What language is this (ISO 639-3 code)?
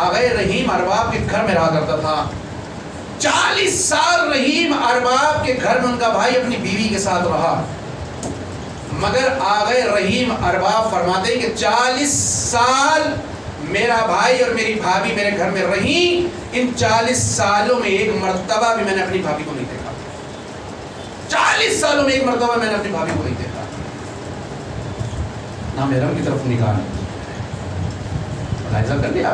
urd